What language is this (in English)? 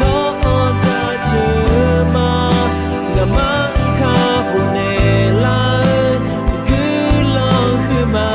Akha